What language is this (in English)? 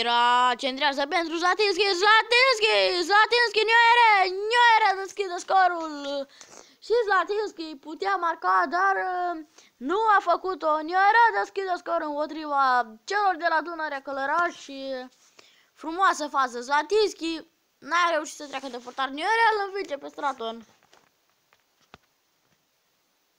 Romanian